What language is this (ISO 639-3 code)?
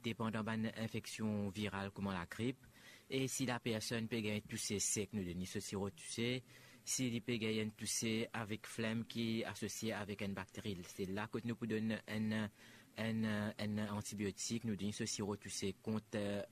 mfe